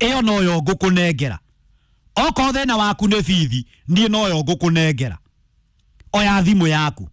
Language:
Kikuyu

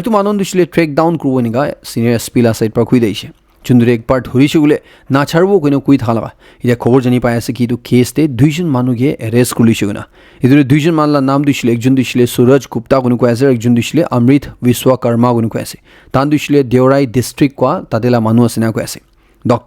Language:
Naga Pidgin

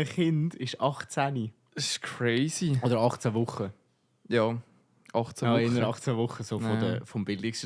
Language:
Swiss German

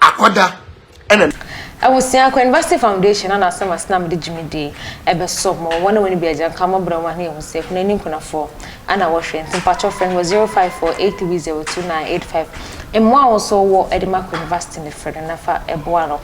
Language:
Akan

